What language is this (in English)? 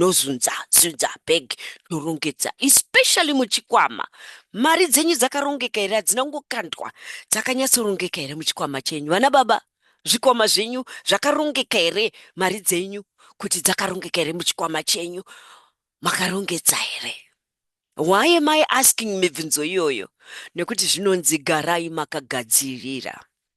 Shona